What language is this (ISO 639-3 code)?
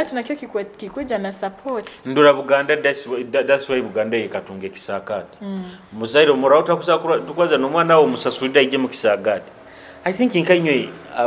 nyo